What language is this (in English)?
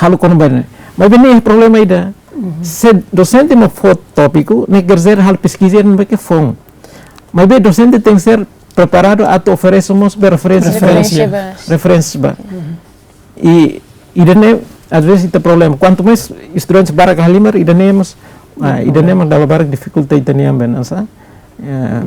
Tetum